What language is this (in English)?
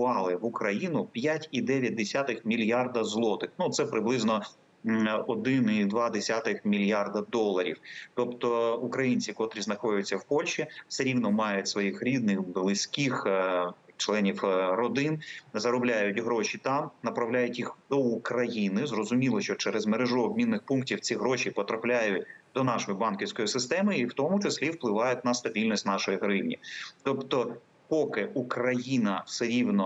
Ukrainian